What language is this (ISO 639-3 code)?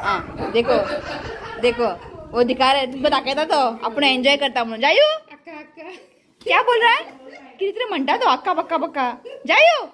kok